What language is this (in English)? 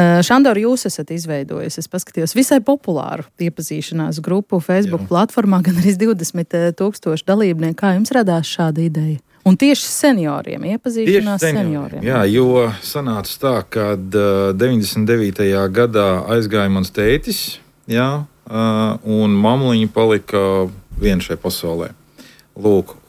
Latvian